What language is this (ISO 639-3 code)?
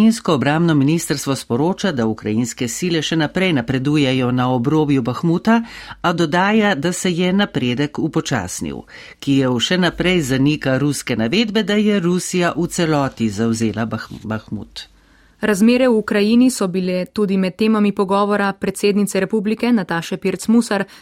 slv